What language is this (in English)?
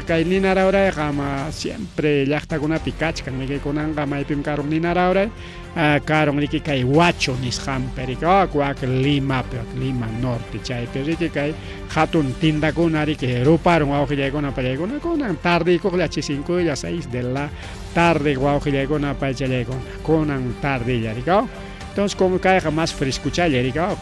Ayacucho Quechua